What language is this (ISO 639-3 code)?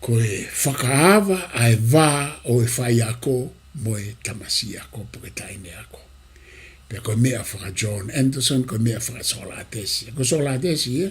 ton